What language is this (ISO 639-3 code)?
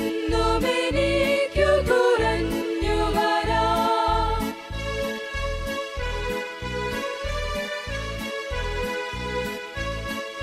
mal